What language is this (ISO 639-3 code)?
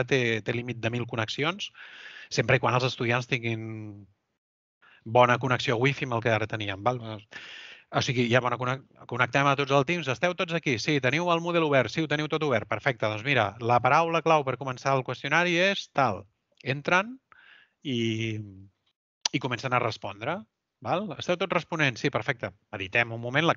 cat